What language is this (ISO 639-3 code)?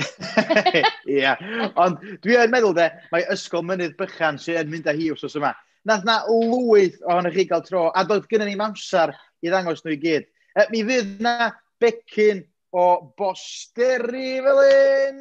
cym